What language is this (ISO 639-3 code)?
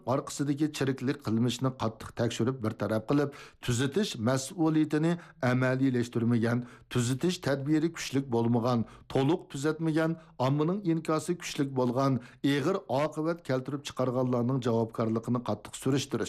uig